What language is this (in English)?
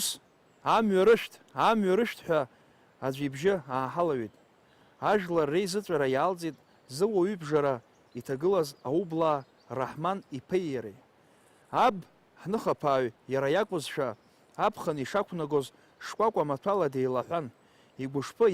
Abkhazian